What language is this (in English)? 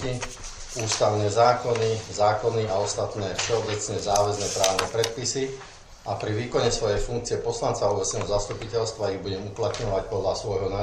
Slovak